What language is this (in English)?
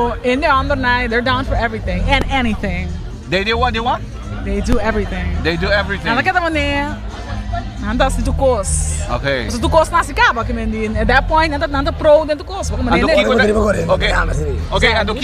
Papiamento